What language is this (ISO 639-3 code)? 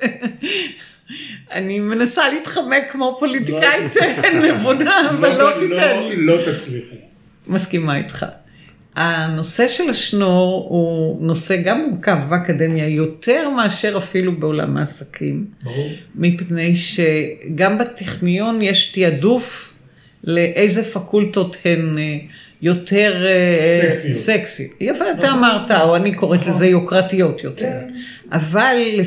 heb